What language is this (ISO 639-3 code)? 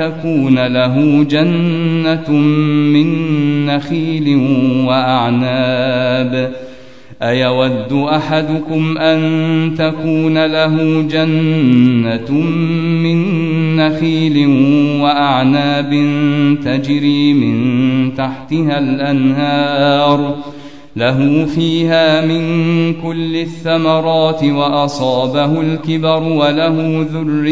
ara